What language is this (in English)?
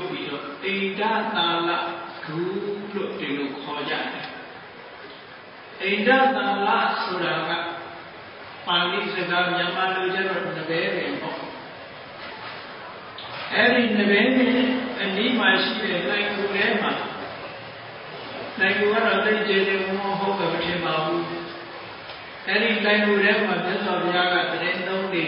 Burmese